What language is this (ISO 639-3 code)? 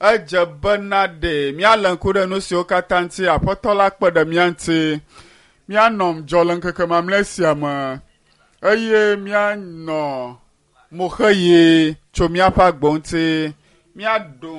ewe